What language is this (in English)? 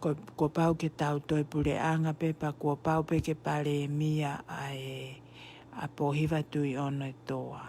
Tongan